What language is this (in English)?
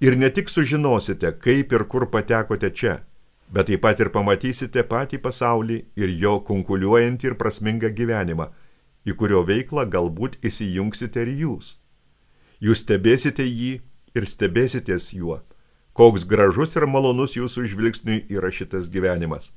Lithuanian